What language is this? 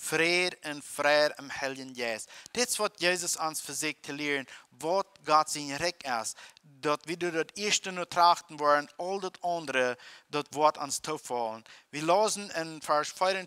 Plautdietsch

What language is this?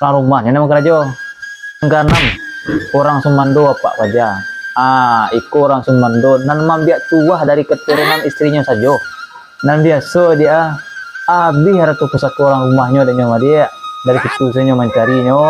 Minangkabau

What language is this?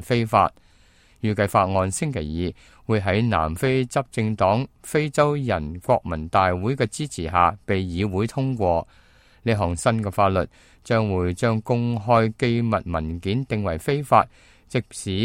Cantonese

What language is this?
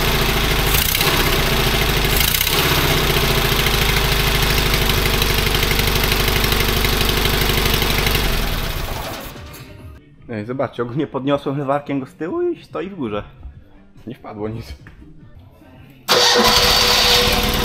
Polish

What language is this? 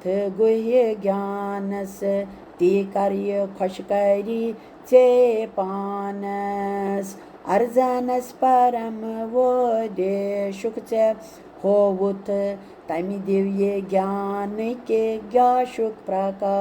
Kashmiri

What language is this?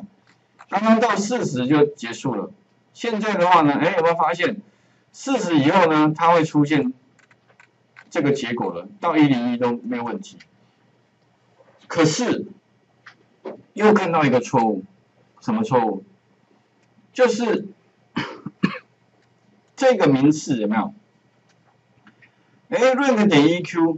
Chinese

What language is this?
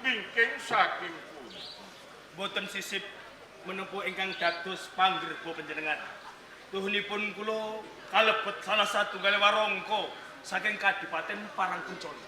Javanese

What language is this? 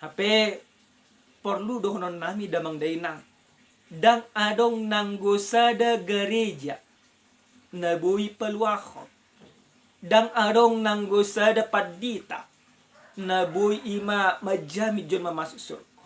Batak Toba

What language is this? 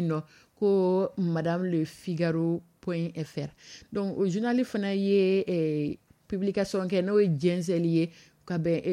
Dyula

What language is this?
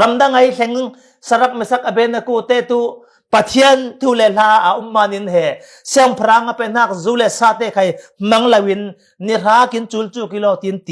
Falam Chin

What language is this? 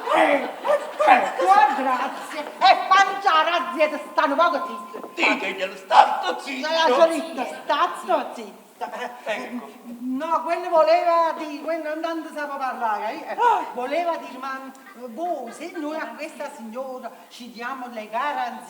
Neapolitan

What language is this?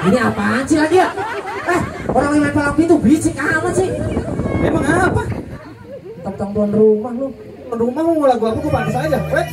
Betawi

